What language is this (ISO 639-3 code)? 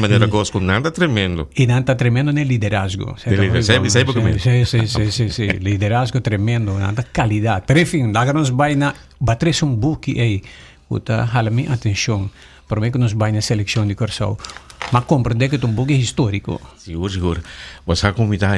pap